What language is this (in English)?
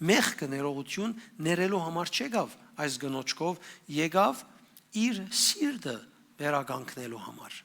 Western Armenian